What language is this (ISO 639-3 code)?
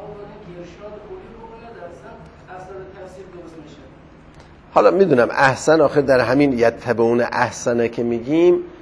fas